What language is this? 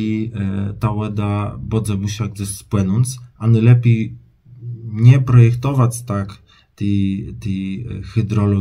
Kashubian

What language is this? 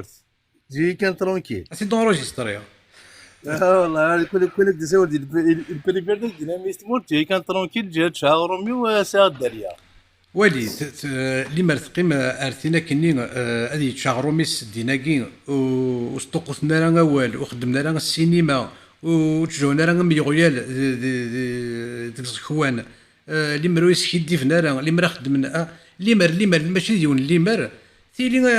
Kabyle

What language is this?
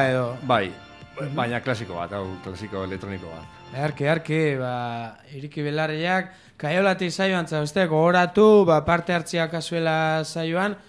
Basque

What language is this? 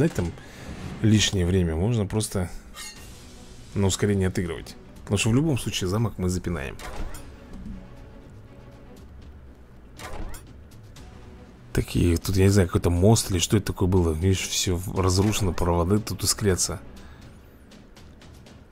Russian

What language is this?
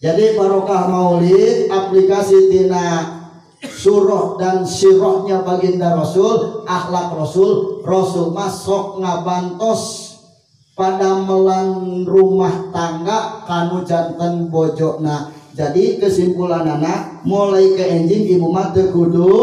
Sundanese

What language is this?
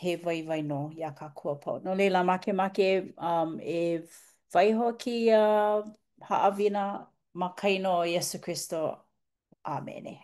Hawaiian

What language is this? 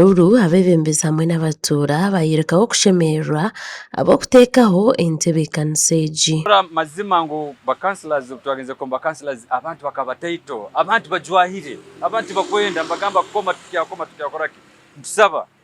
Nyankole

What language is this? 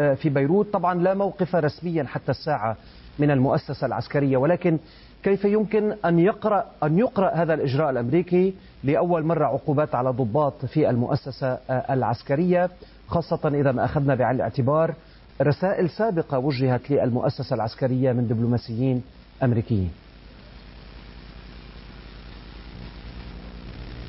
Arabic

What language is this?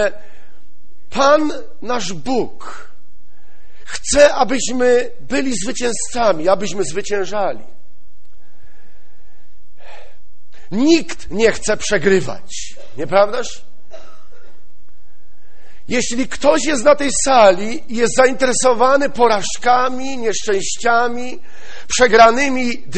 Polish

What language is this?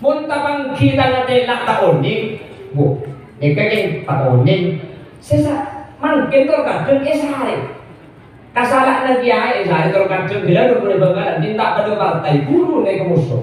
Madurese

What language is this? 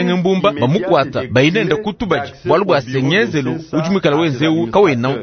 Luba-Lulua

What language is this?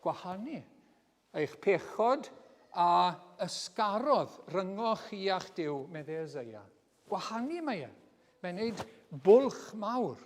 Welsh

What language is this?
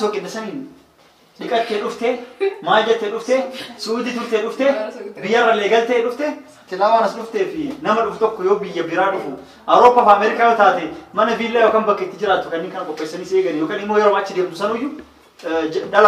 Oromo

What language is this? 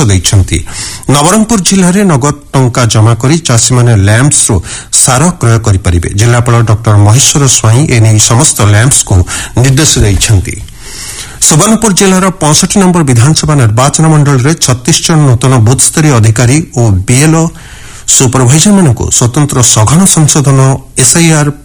Odia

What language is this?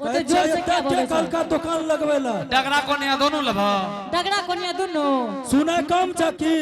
Angika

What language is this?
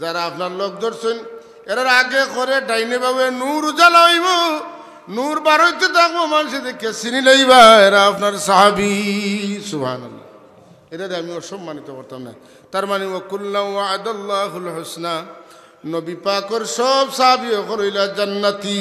Sylheti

